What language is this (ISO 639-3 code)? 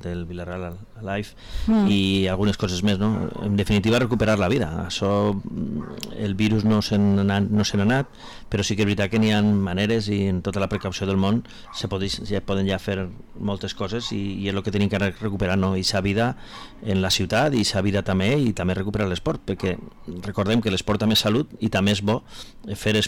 cat